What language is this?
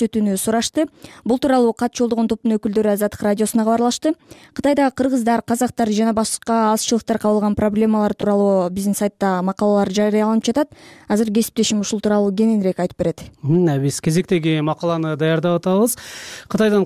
Kyrgyz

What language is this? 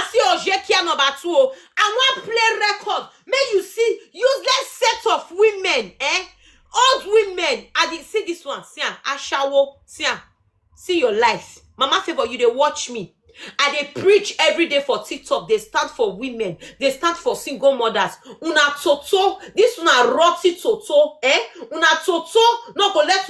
Nigerian Pidgin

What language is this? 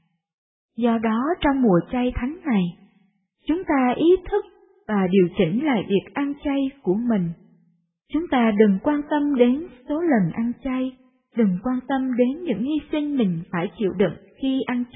Vietnamese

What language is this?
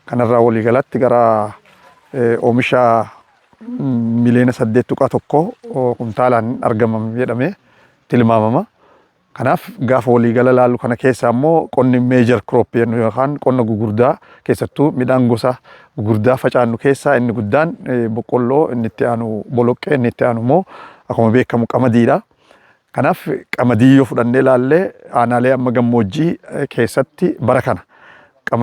Oromo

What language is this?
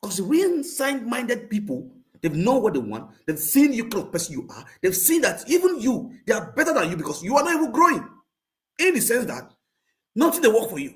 Nigerian Pidgin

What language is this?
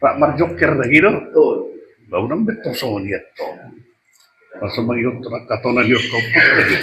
Batak Toba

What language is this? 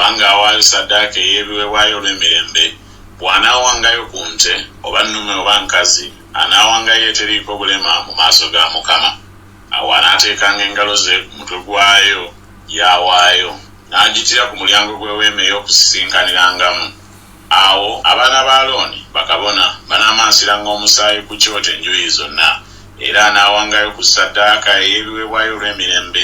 Ganda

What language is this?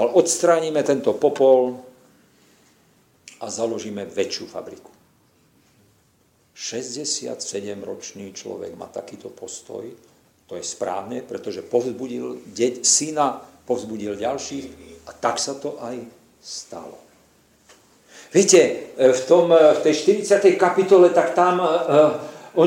Slovak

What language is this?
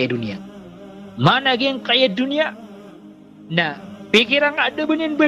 Maranao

